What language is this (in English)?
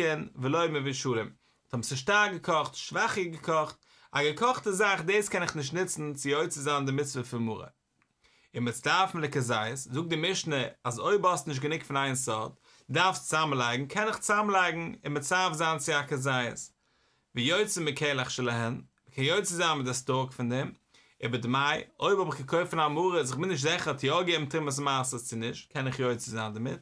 Yiddish